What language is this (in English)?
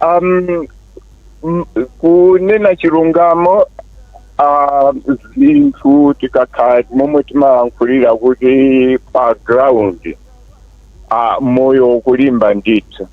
Nyanja